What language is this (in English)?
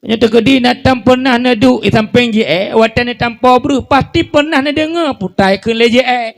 Achinese